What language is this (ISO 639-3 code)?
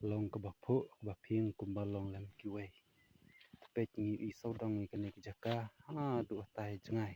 kha